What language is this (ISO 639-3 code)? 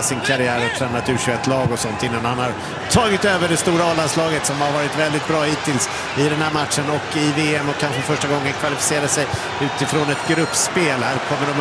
swe